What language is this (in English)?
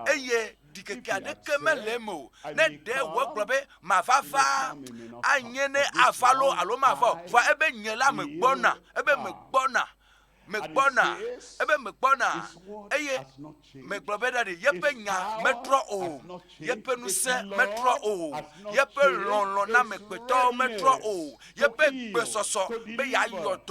Ewe